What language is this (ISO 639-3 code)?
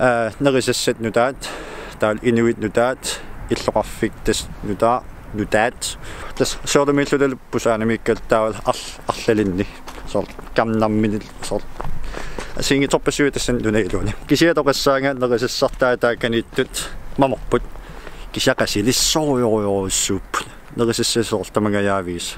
kal